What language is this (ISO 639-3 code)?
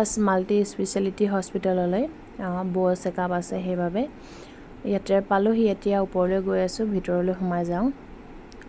asm